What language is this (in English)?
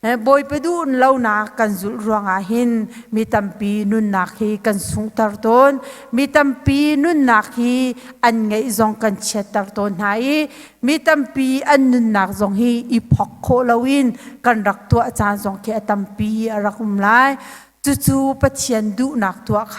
Hakha Chin